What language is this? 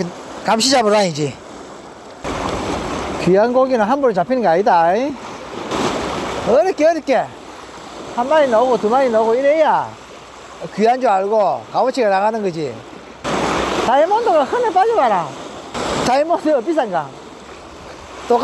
Korean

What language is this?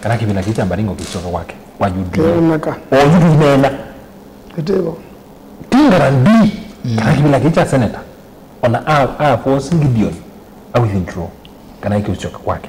Kamba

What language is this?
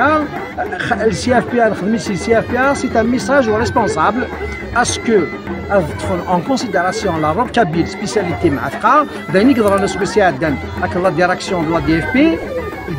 Kabyle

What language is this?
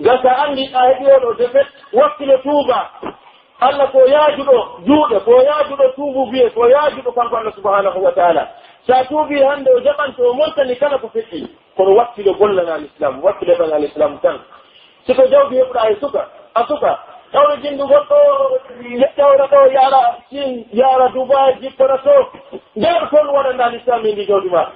Pular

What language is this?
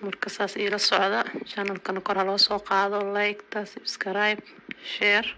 Somali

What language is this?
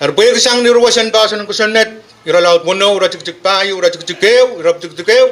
Pohnpeian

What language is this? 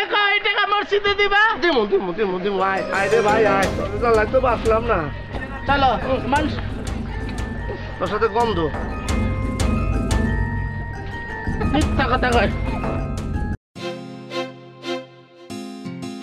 Bangla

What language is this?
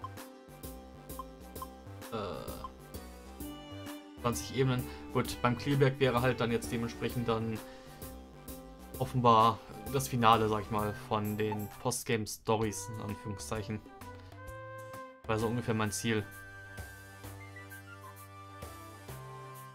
German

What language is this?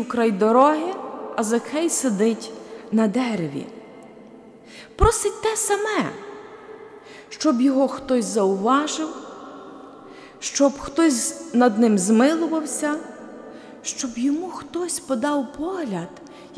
Ukrainian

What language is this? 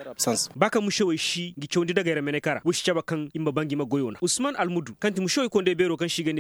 Koyraboro Senni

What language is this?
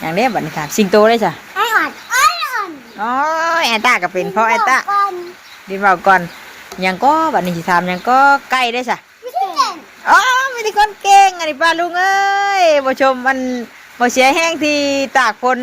Northeastern Thai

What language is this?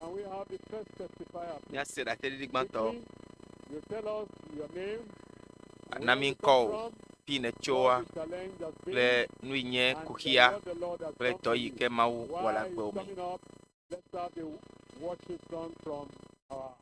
Ewe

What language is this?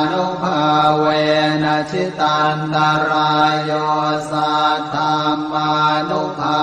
Pali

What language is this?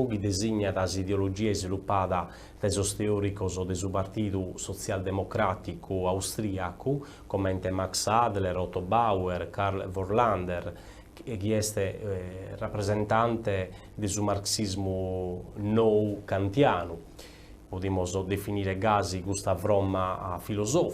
Sardinian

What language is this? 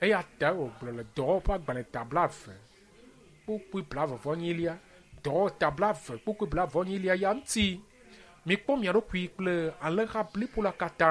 Ewe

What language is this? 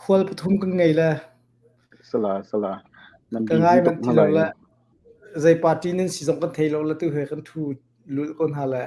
Hakha Chin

